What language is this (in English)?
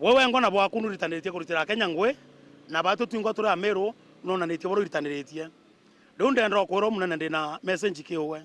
Meru